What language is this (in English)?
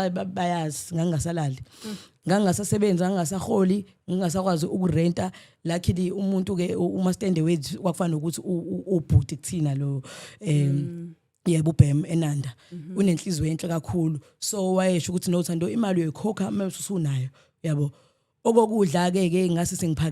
Zulu